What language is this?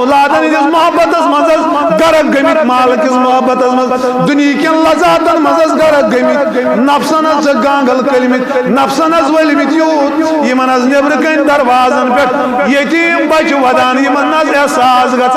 Kashmiri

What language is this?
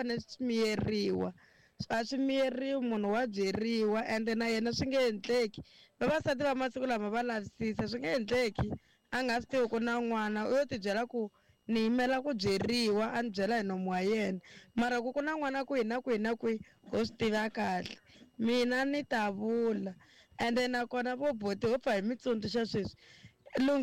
Tsonga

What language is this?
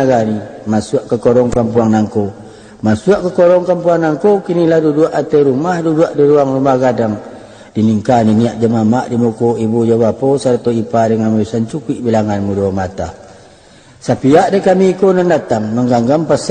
Minangkabau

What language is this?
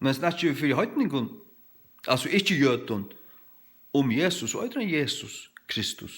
Faroese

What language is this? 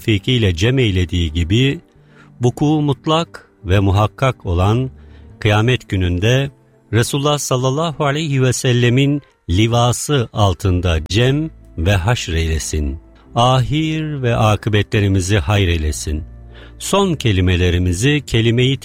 Turkish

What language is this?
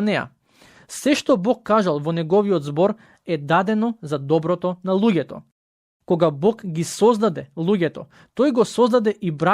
Macedonian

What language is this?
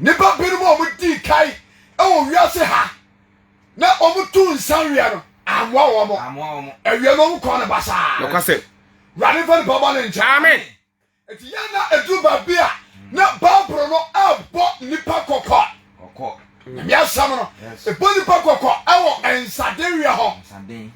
Akan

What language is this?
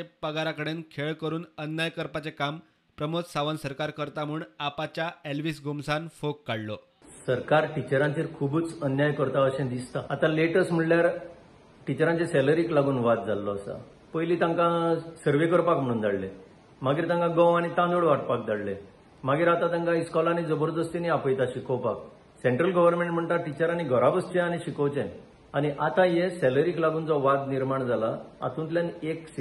Konkani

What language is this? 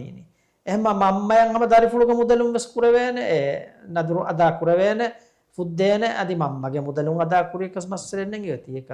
Divehi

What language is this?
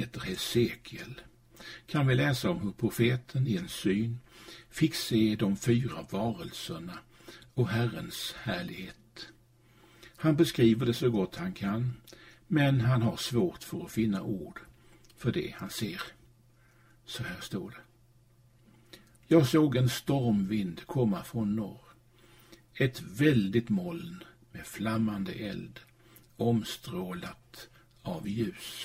Swedish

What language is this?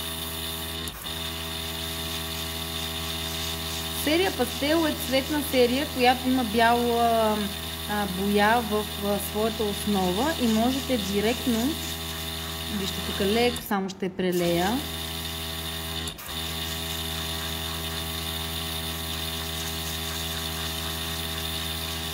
Bulgarian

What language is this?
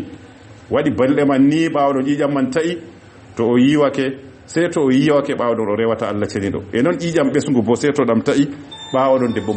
Fula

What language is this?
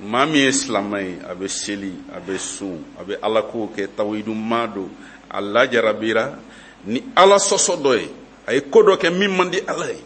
Bambara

